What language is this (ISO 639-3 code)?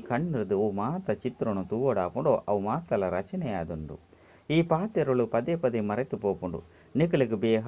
tcy